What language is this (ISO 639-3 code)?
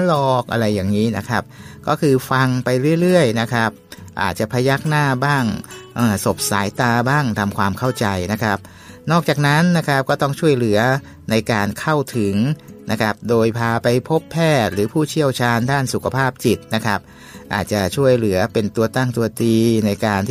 tha